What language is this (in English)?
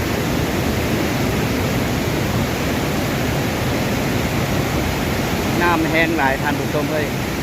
Lao